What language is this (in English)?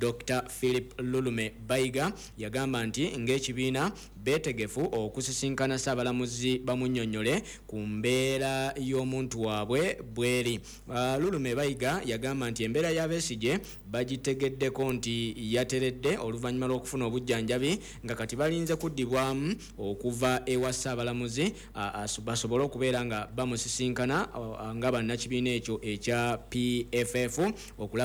Ganda